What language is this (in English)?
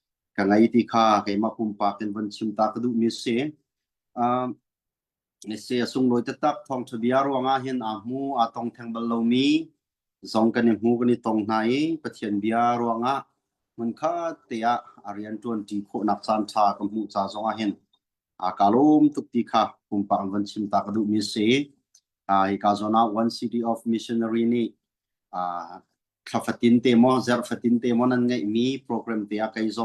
Hakha Chin